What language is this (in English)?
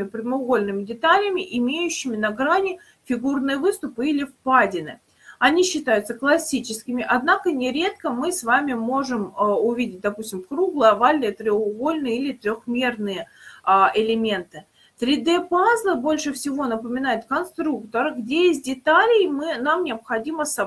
Russian